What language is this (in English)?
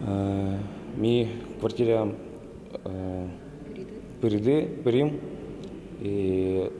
Udmurt